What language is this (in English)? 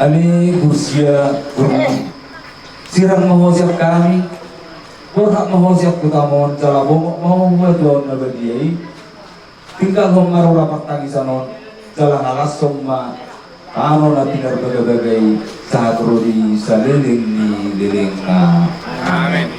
Batak Toba